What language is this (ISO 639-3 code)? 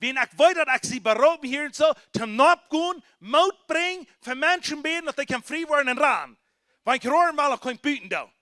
pdt